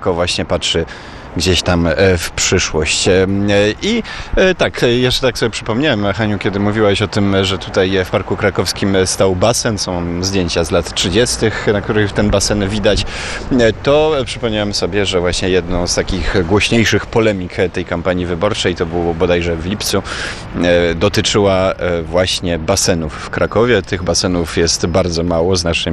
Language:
Polish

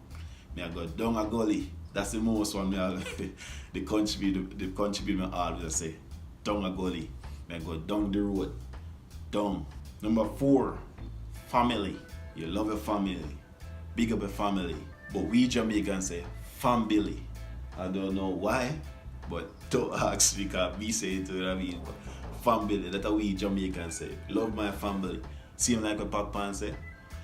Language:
Jamaican Creole English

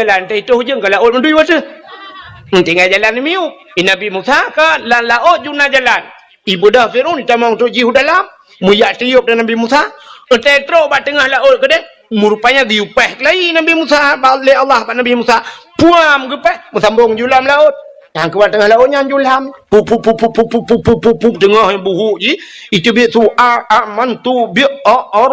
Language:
Achinese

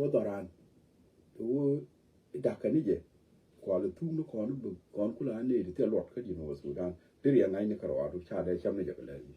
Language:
Nuer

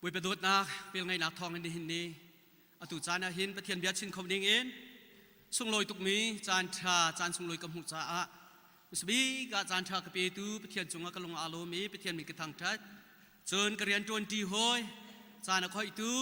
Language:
Hakha Chin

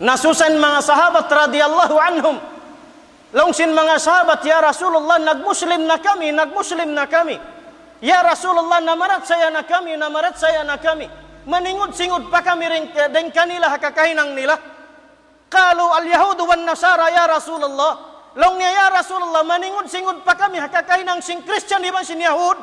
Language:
Tausug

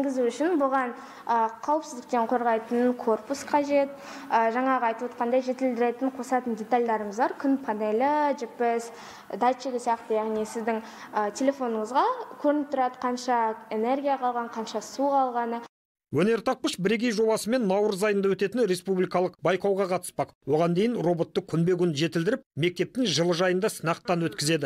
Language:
Kazakh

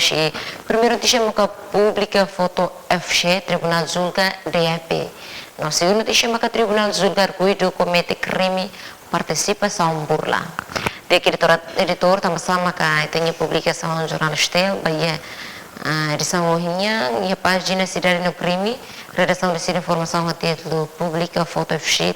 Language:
Tetum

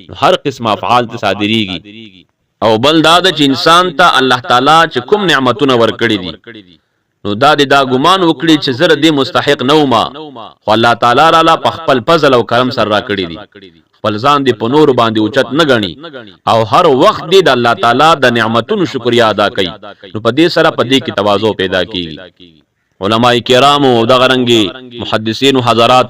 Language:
Pashto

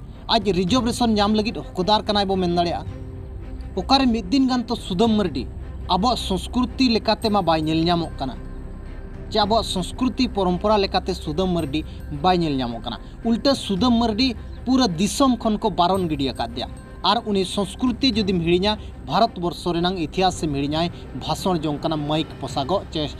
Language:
Santali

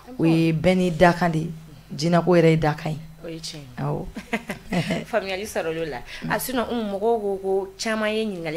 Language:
Bambara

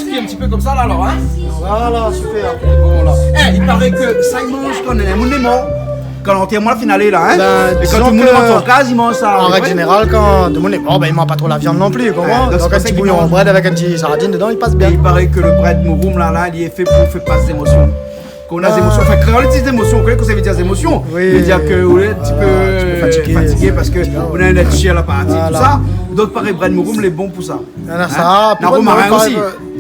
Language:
Réunion Creole French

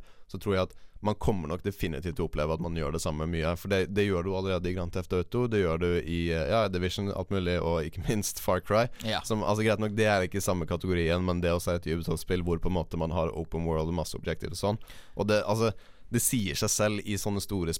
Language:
Norwegian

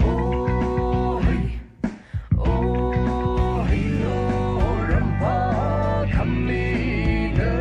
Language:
Poumei Naga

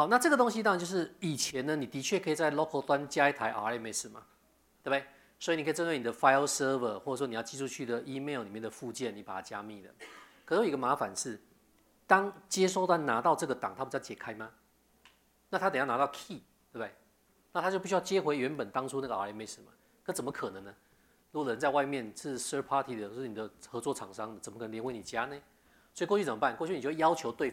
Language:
Chinese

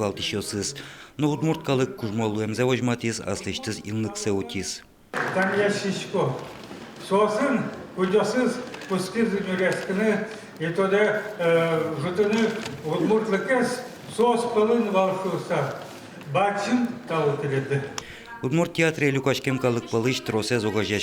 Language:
Udmurt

